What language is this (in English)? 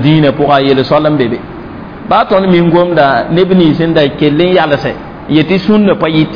Mossi